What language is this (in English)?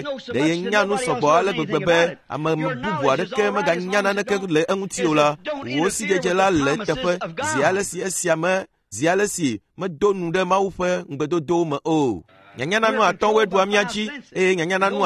Ewe